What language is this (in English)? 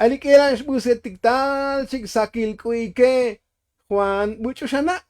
Tzotzil